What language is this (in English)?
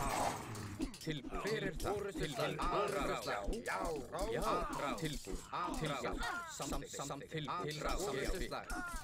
Icelandic